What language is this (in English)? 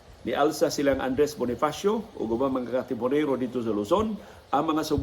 Cebuano